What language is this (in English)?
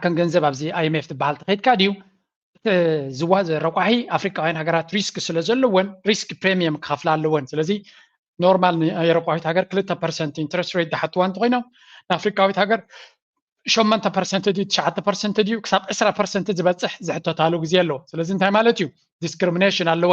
Tigrinya